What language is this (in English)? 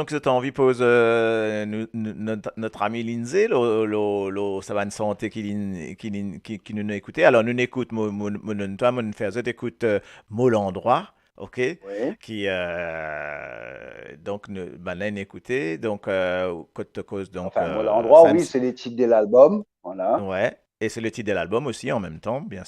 Morisyen